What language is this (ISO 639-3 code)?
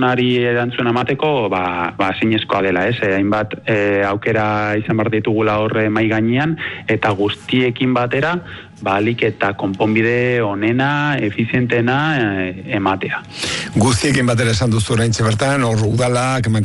eus